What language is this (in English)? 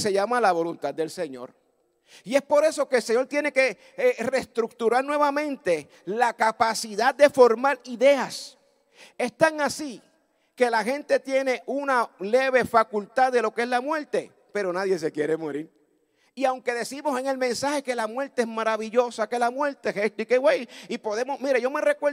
Spanish